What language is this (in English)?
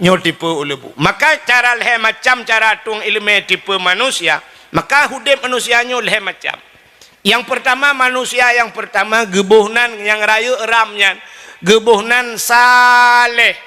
Achinese